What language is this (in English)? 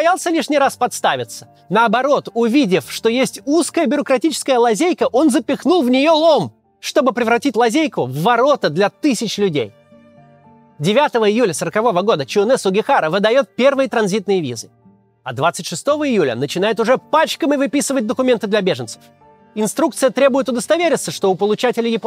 Russian